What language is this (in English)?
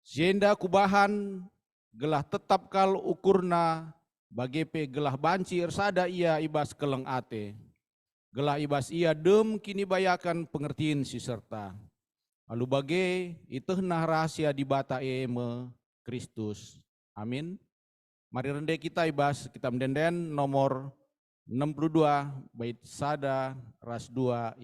Batak Karo